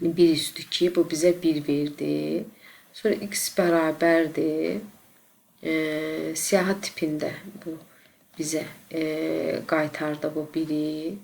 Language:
Azerbaijani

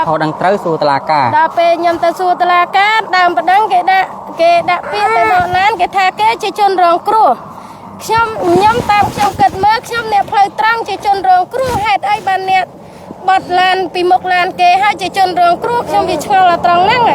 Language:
Khmer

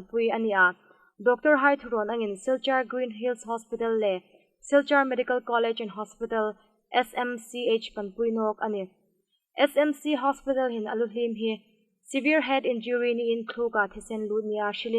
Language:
Hmar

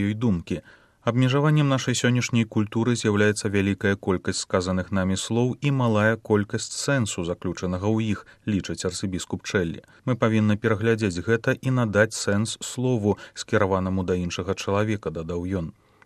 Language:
Belarusian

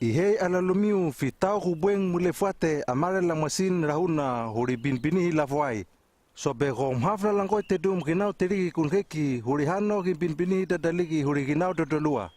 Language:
Hano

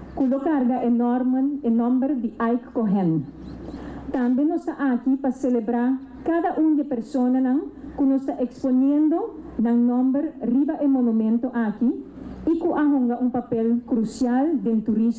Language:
Papiamento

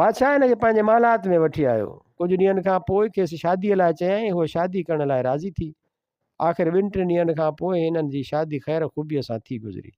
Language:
Sindhi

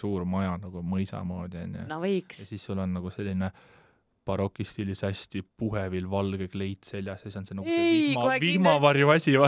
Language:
Estonian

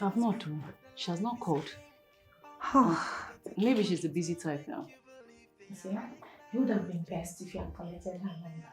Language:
Nigerian Pidgin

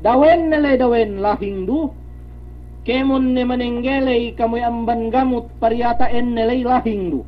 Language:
Yakan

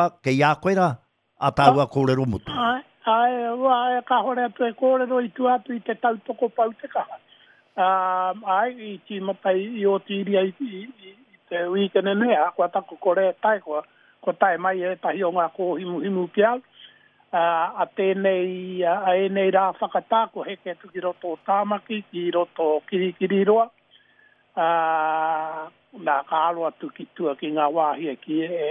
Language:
Māori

